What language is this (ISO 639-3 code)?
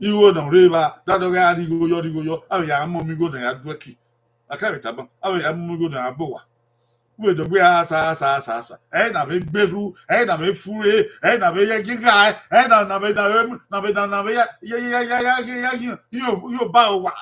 bin